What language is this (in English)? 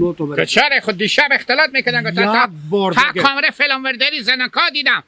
Hazaragi